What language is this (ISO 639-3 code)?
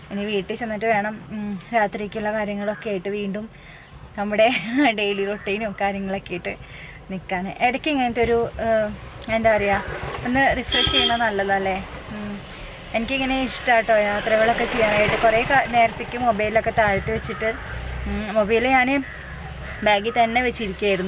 mal